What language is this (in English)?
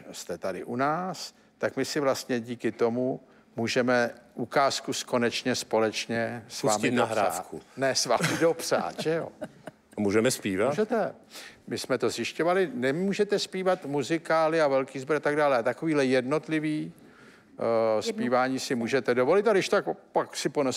Czech